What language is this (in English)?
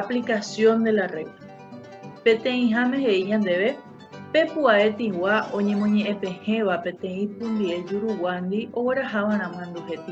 Guarani